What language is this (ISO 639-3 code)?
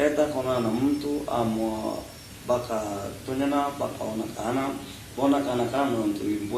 mer